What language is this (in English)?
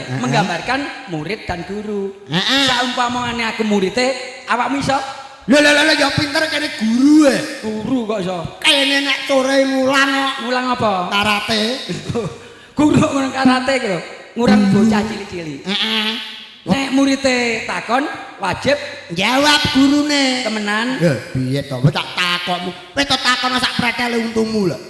Javanese